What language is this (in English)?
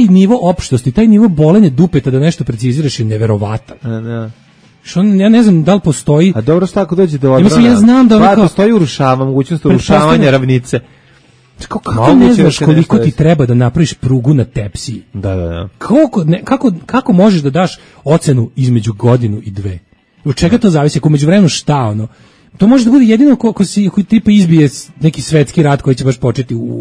Serbian